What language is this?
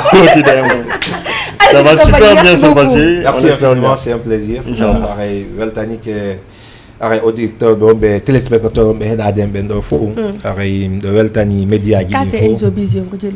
Fula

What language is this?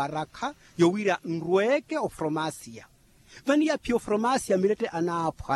Makhuwa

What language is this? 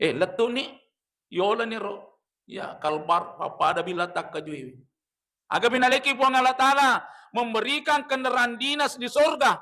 Buginese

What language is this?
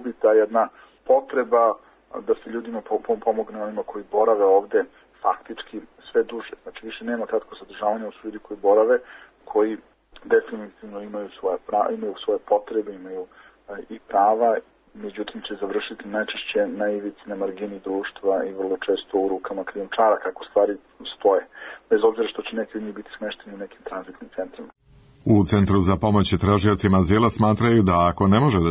Serbian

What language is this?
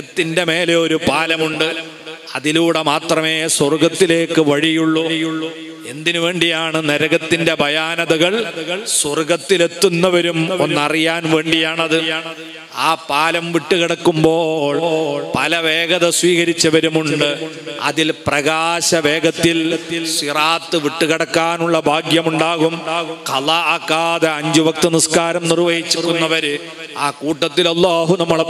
Malayalam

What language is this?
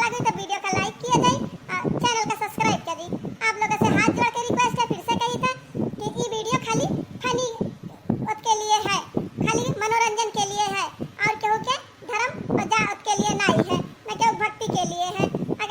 Awadhi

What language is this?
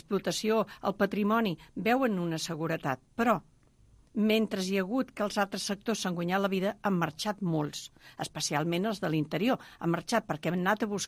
Catalan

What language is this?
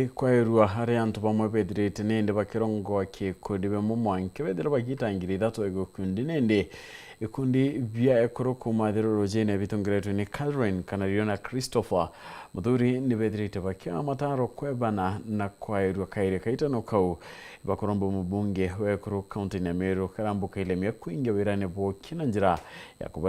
Meru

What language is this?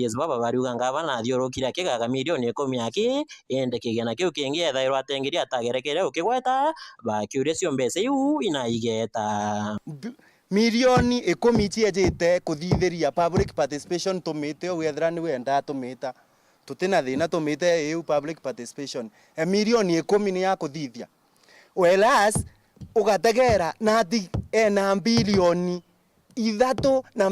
Meru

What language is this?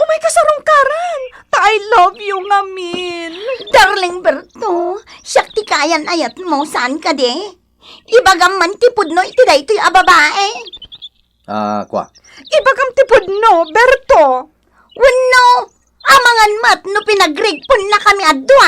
Iloko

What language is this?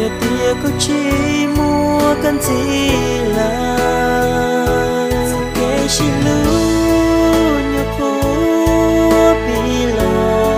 Hmong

